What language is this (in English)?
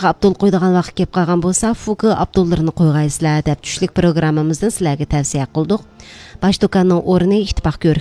Uyghur